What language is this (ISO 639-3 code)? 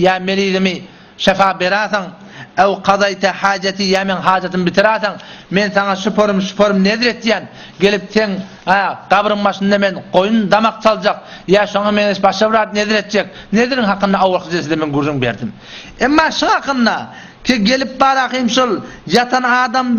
tuk